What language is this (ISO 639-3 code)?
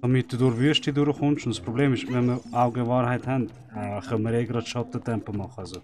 gsw